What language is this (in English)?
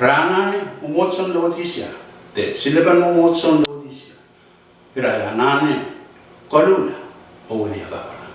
Pohnpeian